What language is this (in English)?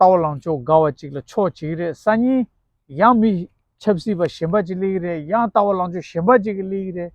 Tibetan